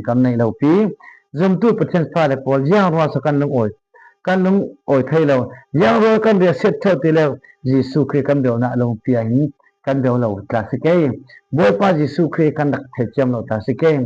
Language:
Falam Chin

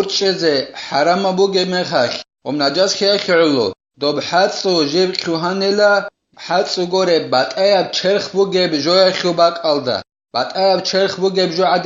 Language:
Avaric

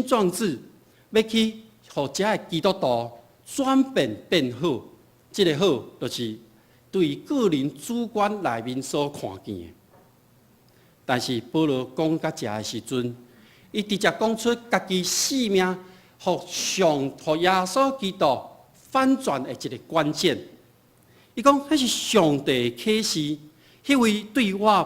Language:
Min Nan Chinese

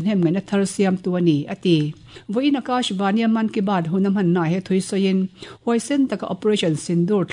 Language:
Mizo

